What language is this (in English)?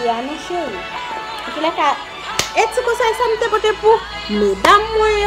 Haitian Creole